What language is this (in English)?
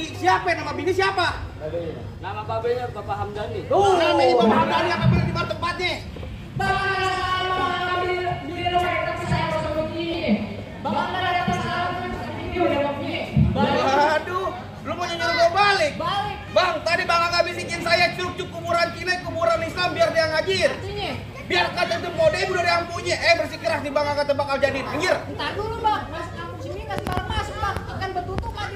Betawi